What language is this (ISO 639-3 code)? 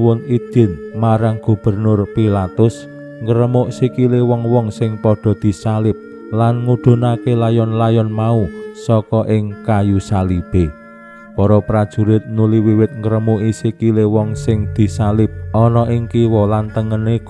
jav